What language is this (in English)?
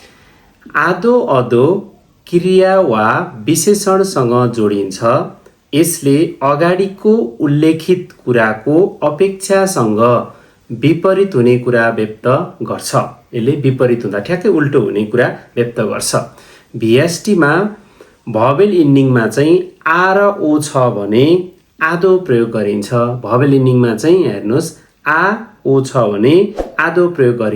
Nepali